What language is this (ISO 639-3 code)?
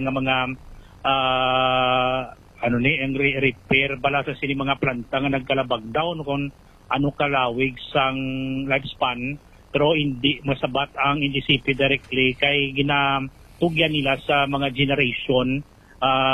hil